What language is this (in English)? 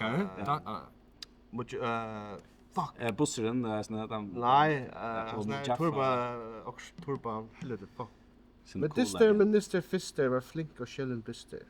Faroese